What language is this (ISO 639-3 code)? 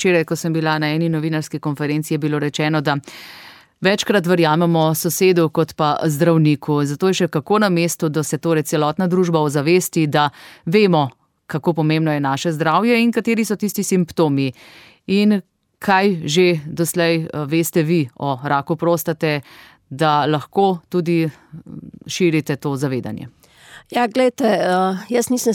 slv